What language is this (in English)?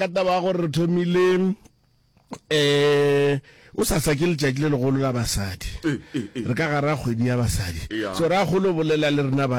Northern Sotho